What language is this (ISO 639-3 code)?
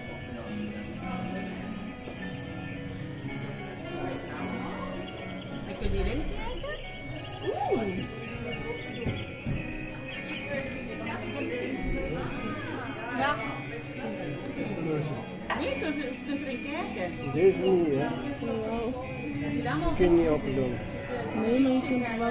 nld